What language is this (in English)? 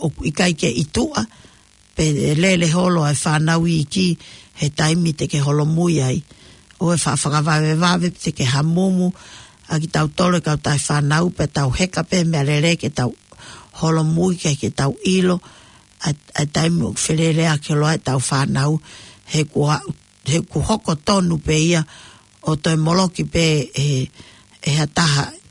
Tongan